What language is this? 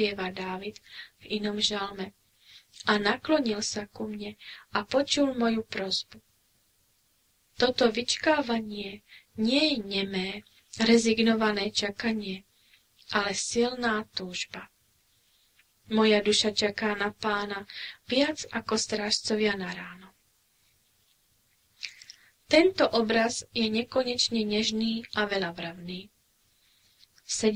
Slovak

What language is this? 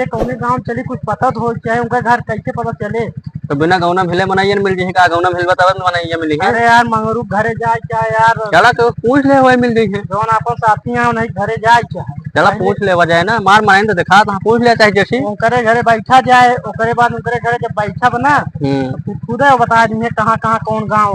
Awadhi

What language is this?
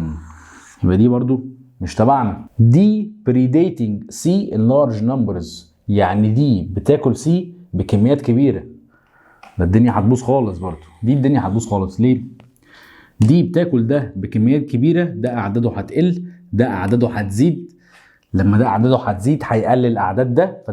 Egyptian Arabic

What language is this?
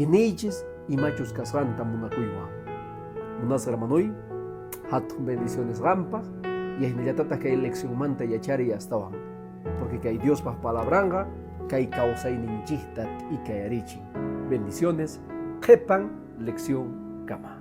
Quechua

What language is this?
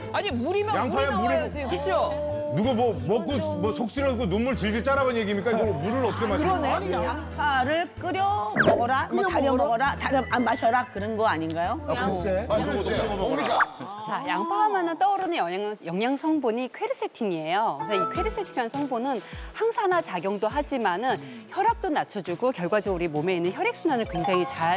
Korean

